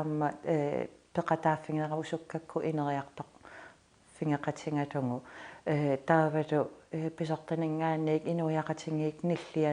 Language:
Kalaallisut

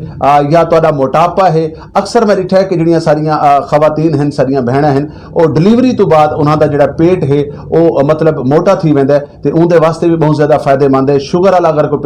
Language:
Saraiki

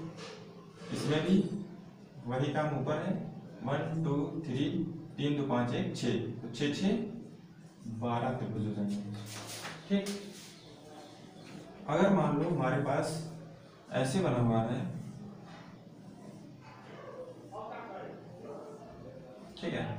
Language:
Hindi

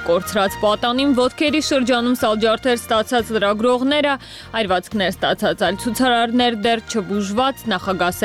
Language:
Armenian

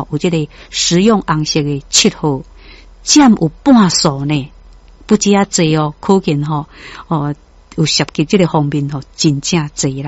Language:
Min Nan Chinese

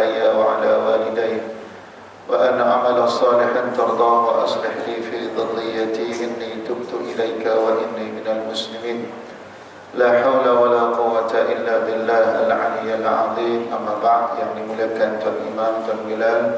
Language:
Malay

